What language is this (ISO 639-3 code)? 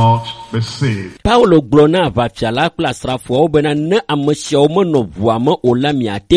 ewe